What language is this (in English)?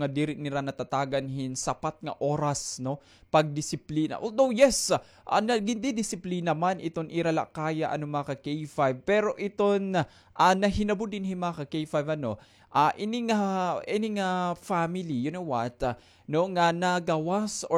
Waray